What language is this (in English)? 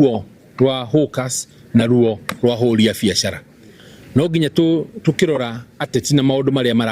Kikuyu